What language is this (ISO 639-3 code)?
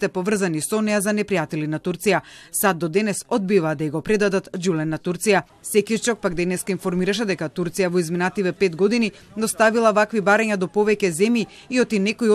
mkd